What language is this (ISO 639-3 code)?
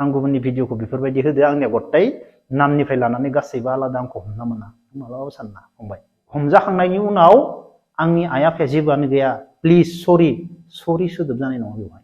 brx